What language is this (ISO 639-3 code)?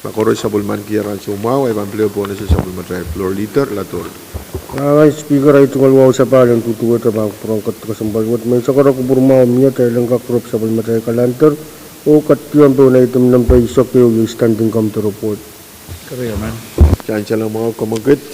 pon